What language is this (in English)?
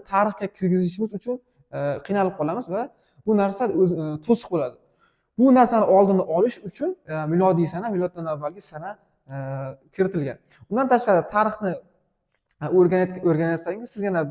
Uzbek